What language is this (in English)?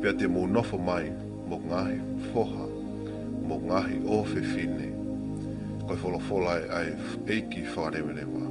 Tongan